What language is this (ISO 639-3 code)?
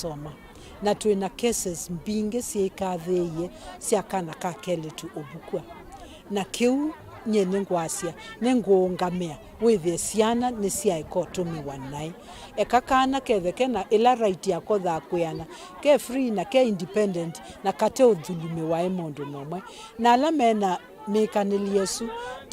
kam